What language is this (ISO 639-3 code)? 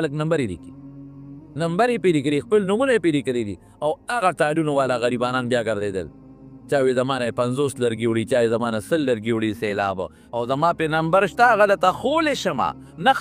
pus